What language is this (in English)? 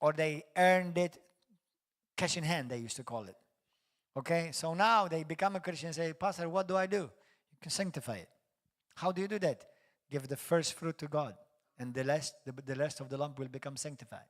English